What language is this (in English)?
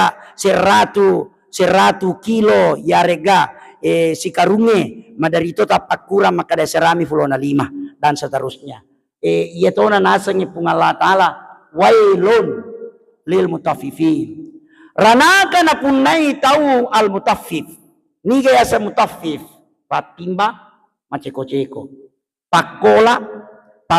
Buginese